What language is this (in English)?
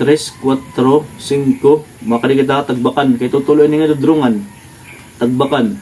Waray